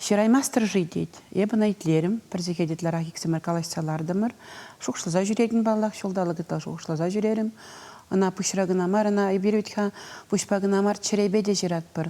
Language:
Chuvash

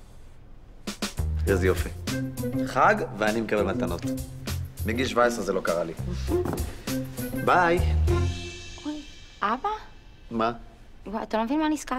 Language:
Hebrew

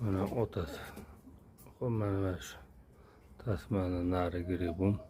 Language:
Uzbek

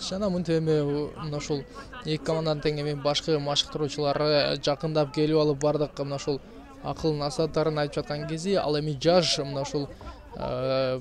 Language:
Kyrgyz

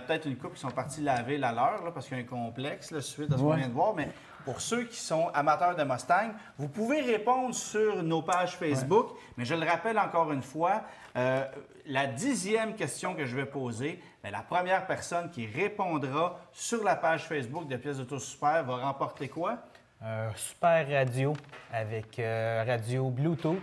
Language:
French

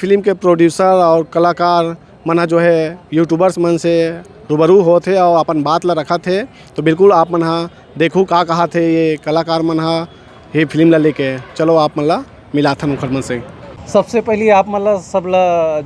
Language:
Chhattisgarhi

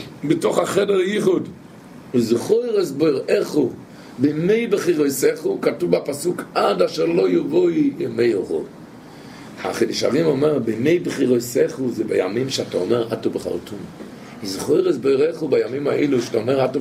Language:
Hebrew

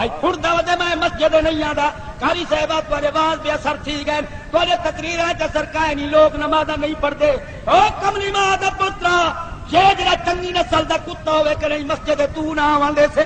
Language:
Saraiki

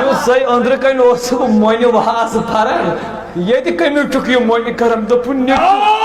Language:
Kashmiri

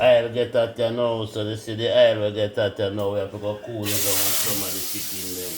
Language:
Jamaican Creole English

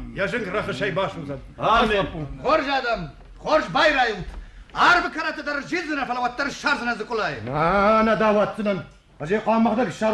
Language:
Ossetic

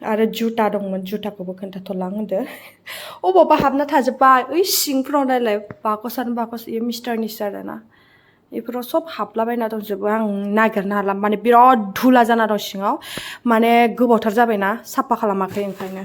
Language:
Bodo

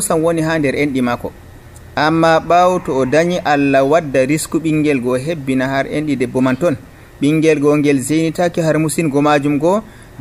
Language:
Nigerian Fulfulde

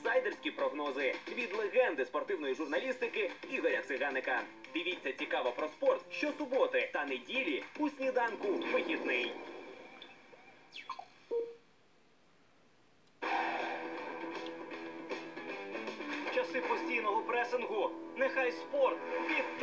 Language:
Ukrainian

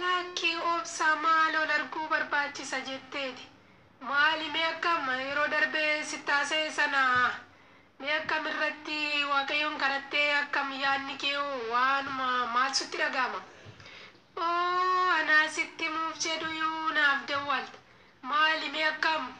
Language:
Oromo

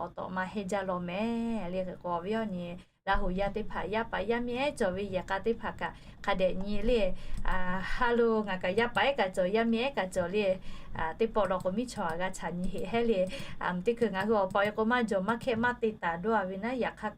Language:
Lahu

